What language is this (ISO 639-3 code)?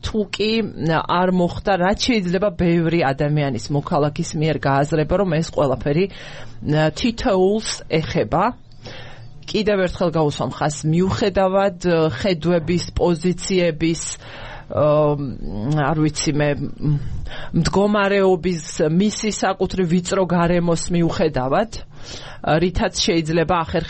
kat